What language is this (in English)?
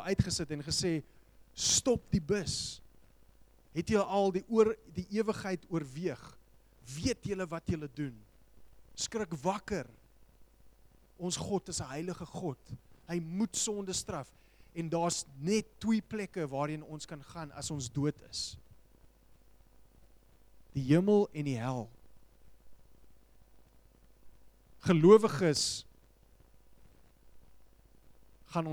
Afrikaans